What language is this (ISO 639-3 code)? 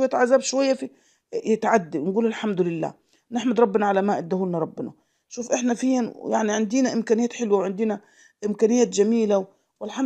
arz